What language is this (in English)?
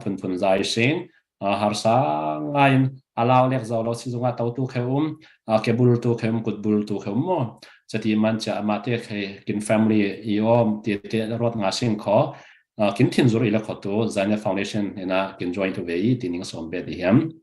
Falam Chin